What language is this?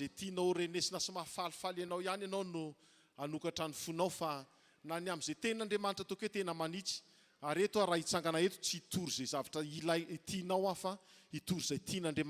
Malagasy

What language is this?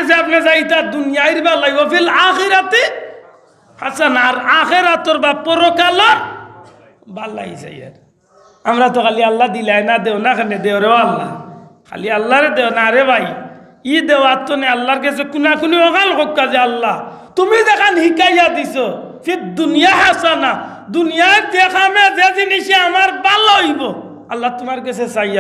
Sylheti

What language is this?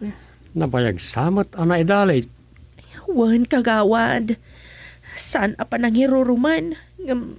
Iloko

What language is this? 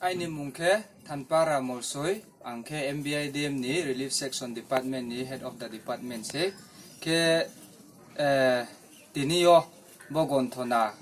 Riang (India)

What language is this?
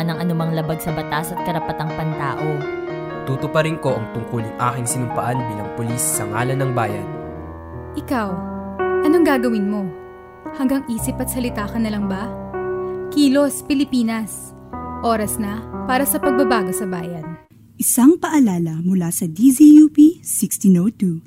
Filipino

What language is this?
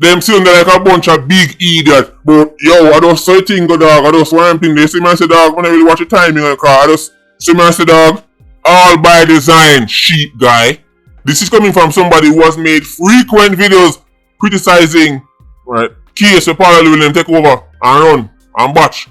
Jamaican Creole English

